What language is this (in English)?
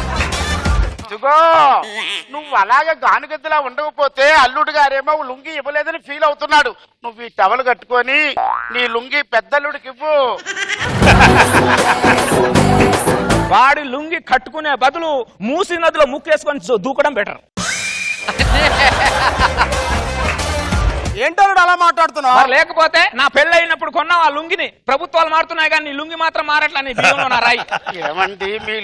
Telugu